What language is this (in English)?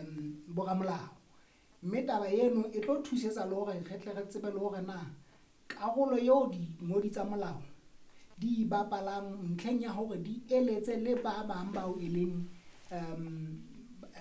Southern Sotho